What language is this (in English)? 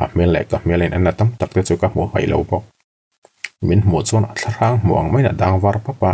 Mizo